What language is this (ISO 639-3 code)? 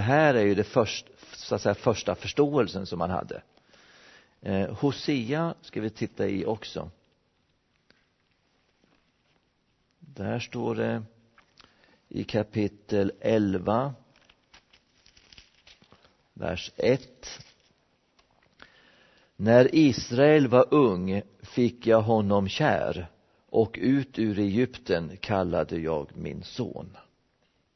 swe